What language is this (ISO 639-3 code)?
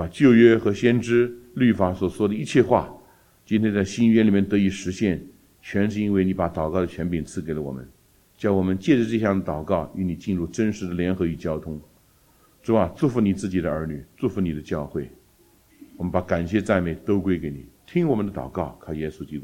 zho